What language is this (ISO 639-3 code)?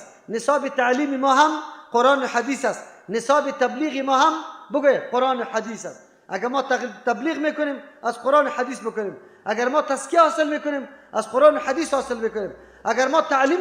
fas